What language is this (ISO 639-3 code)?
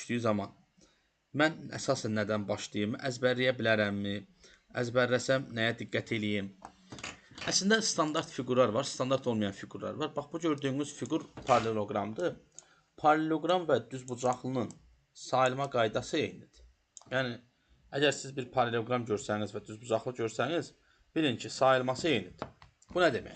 aze